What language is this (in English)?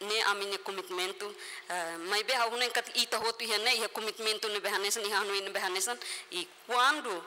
Tetum